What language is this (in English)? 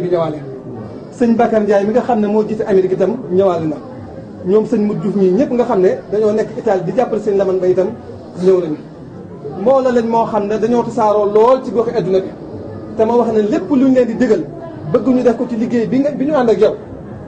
Wolof